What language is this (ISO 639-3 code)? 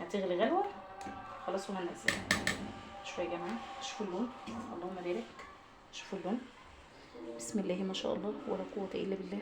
arz